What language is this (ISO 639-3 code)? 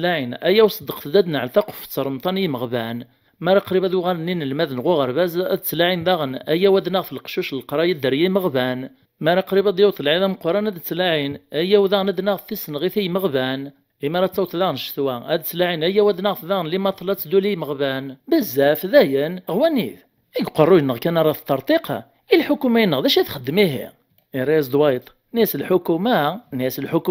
kab